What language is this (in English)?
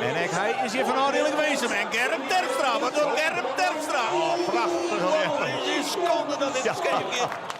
Western Frisian